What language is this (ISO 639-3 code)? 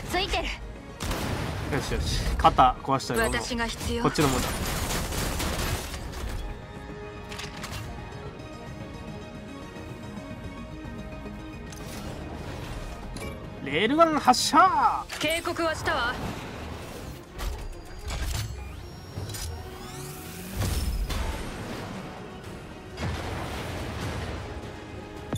jpn